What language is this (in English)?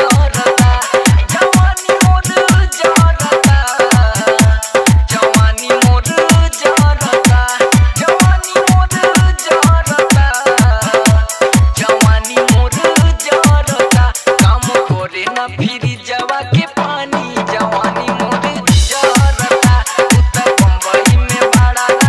Bhojpuri